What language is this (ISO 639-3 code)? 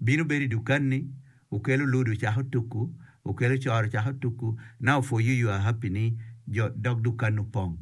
ach